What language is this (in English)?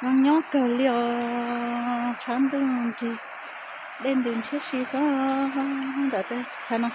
Hmong